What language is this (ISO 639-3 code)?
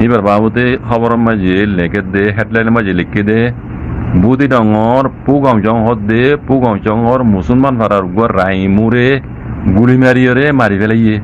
rhg